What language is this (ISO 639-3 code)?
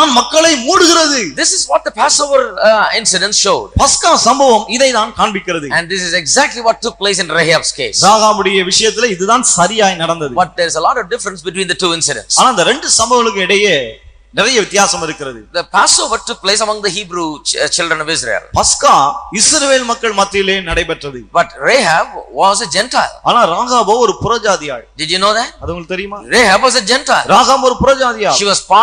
tam